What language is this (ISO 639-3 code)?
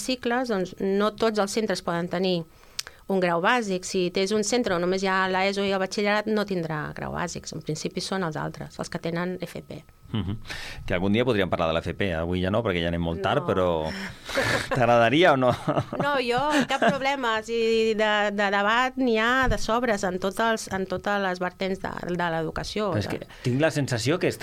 cat